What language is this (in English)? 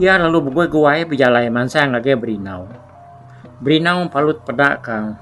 Iban